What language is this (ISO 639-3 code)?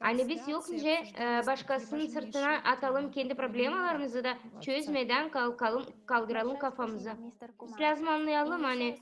gag